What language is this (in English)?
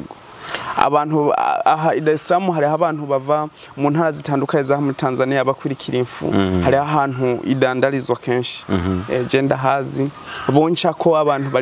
Rundi